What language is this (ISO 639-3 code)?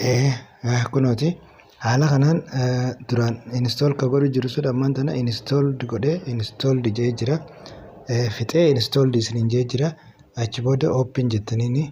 orm